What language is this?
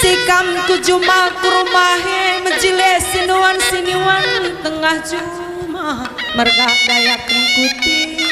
Batak Karo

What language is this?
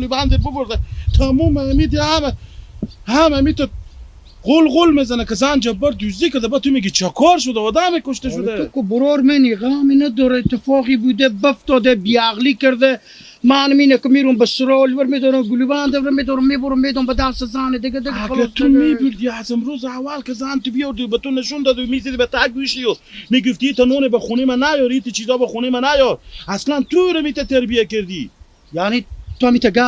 Hazaragi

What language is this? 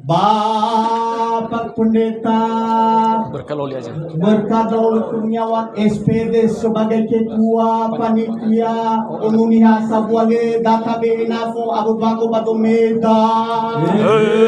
Nias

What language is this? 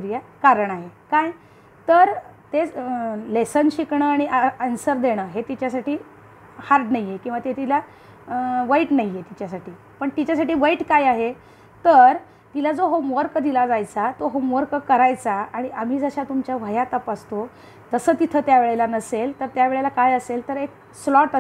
Marathi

